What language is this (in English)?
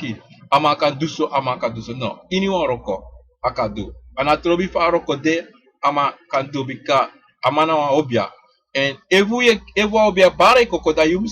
Sranan Tongo